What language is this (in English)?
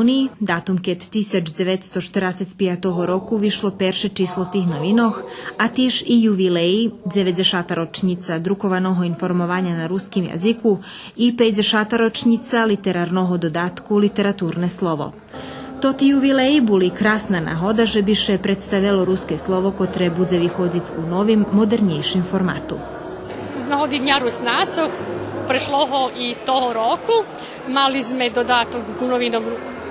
Rusyn